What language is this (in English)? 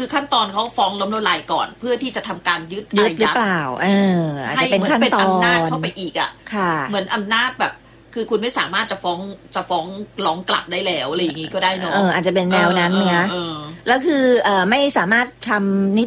Thai